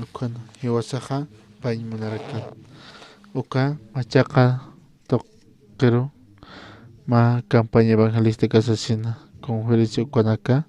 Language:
Aymara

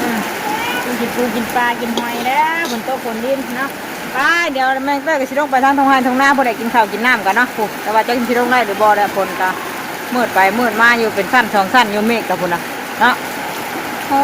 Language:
Northeastern Thai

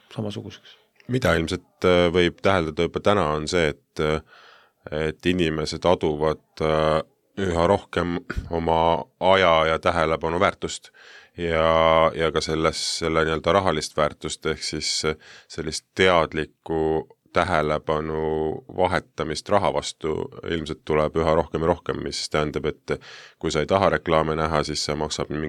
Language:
Estonian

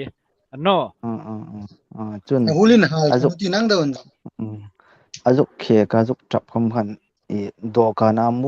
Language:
Hmar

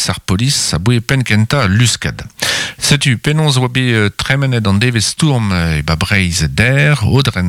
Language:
Breton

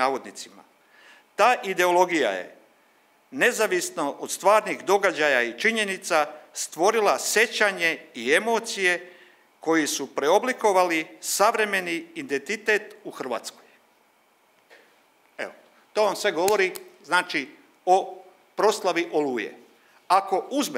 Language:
Croatian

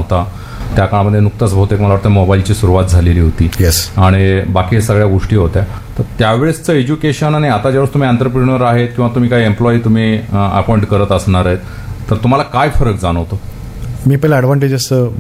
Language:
Marathi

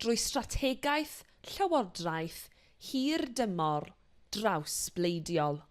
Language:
Welsh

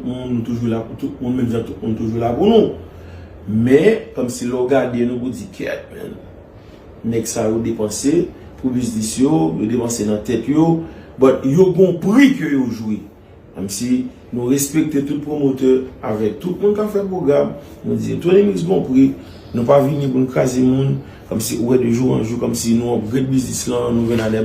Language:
Haitian Creole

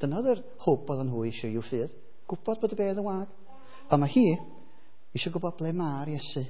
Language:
Welsh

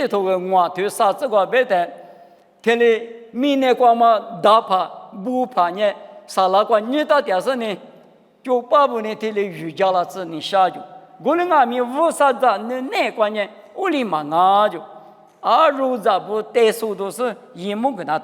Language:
Lisu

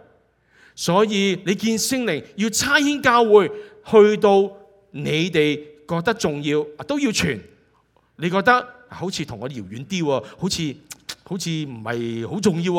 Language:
Cantonese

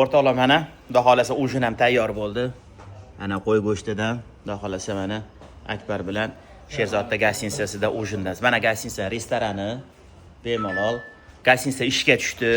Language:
Uzbek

